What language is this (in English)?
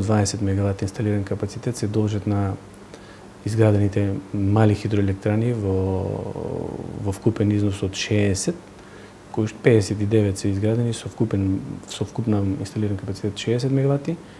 Macedonian